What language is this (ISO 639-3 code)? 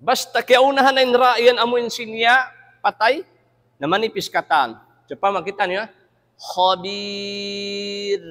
tsg